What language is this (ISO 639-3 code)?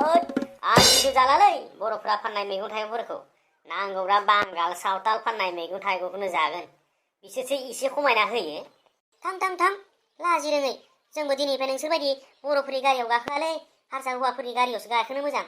brx